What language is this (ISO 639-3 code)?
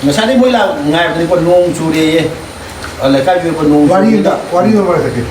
mni